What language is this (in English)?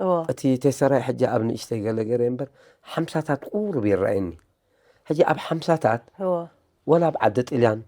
Tigrinya